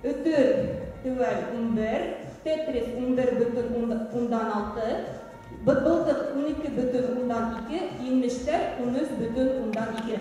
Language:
Bashkir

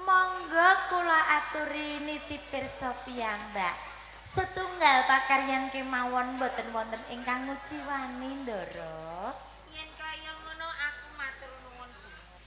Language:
Javanese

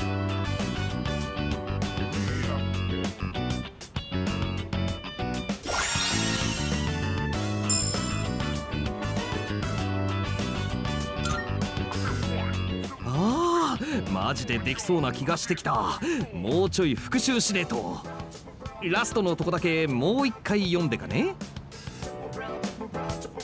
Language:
Japanese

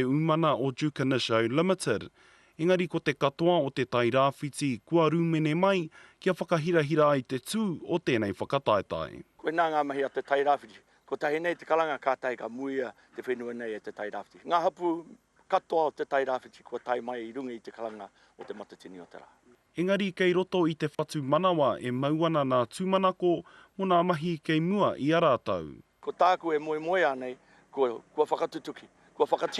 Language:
Māori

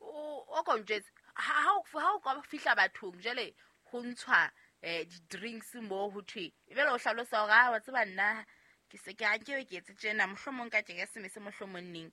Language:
Southern Sotho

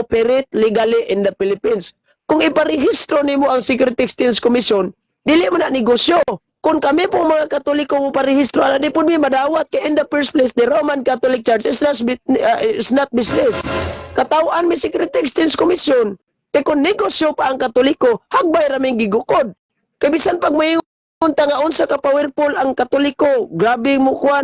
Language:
Cebuano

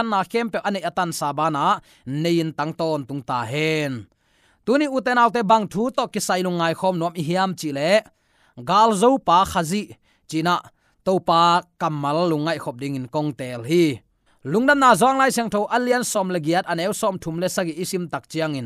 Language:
Tedim Chin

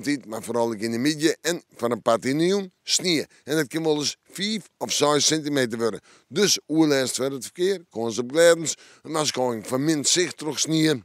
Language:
Western Frisian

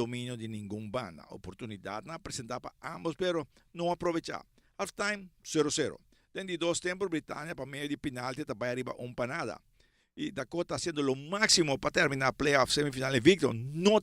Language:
Papiamento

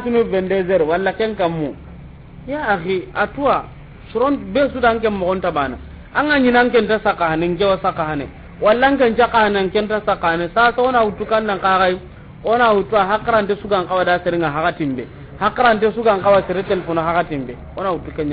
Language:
Soninke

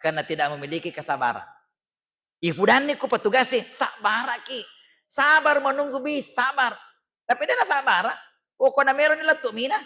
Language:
Buginese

